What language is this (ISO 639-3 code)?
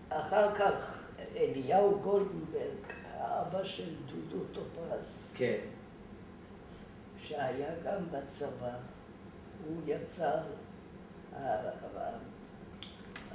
heb